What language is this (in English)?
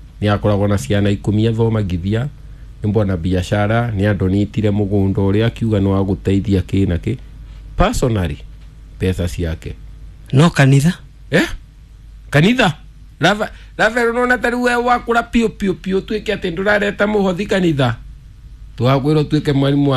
Kikuyu